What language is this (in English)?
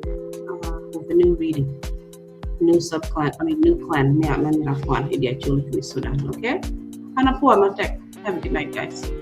Acoli